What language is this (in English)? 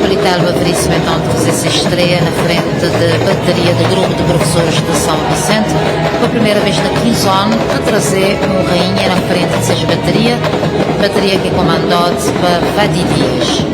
Kabuverdianu